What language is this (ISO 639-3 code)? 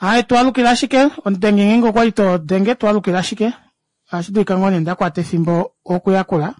kua